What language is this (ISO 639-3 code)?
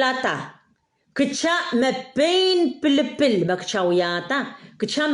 pon